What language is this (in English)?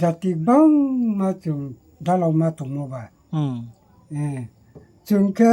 Riang (India)